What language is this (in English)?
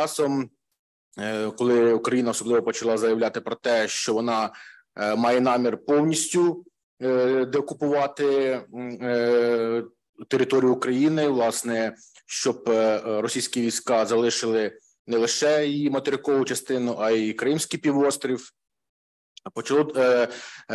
Ukrainian